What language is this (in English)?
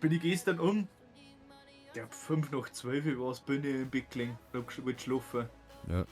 Bavarian